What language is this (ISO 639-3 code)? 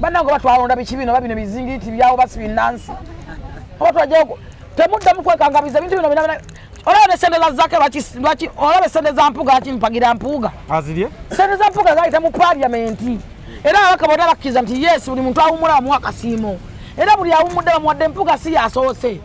lug